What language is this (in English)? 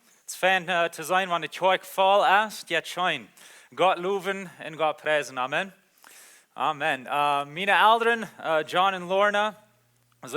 Plautdietsch